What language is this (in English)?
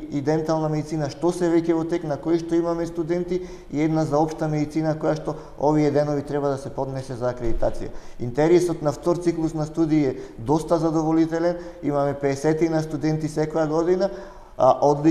Macedonian